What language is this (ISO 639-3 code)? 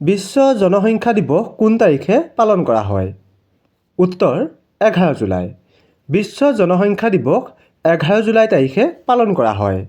asm